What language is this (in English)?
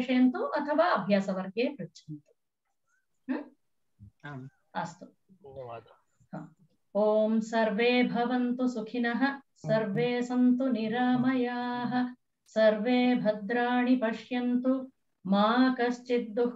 Sanskrit